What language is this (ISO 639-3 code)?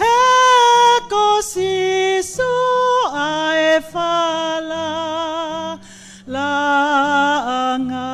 ton